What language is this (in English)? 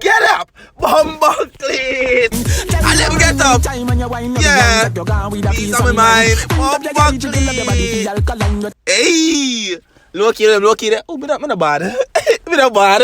Jamaican Creole English